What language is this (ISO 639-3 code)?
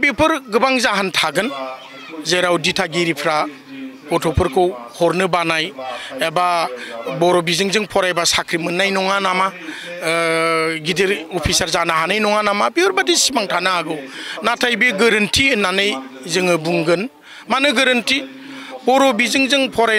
brx